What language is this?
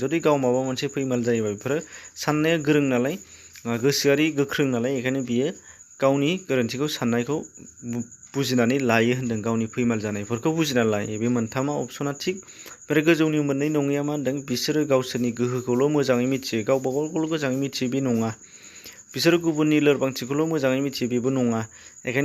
Bodo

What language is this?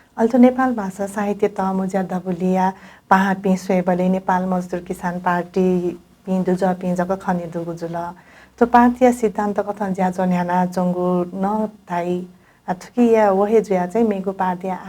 Newari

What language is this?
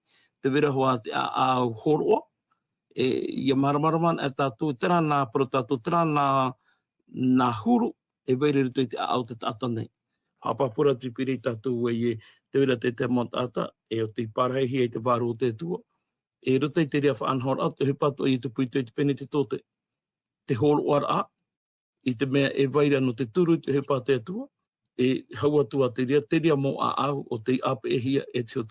Tahitian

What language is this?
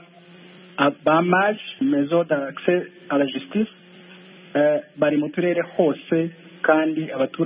Kinyarwanda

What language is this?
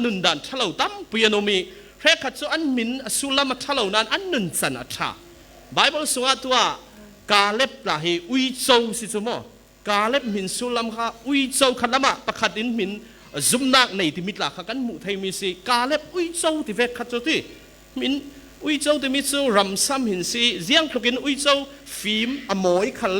Falam Chin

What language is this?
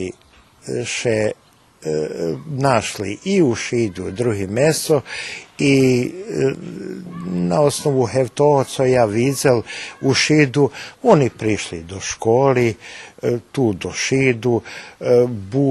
Rusyn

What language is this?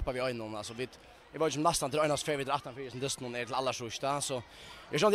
Faroese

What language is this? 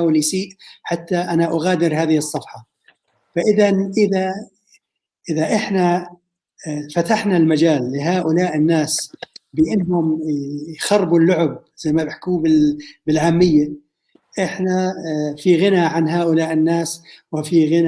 North Levantine Arabic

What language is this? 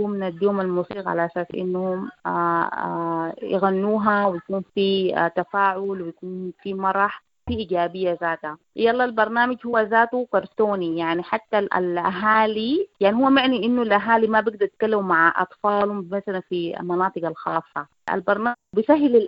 Sudanese Arabic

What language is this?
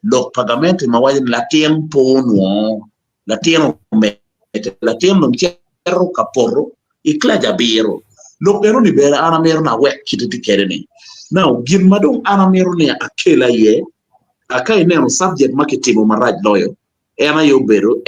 Acoli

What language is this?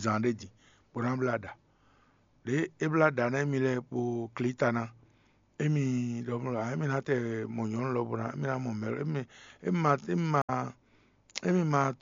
Fon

